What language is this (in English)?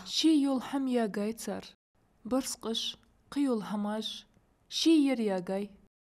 Ingush